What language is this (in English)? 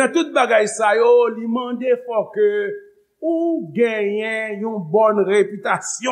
Haitian Creole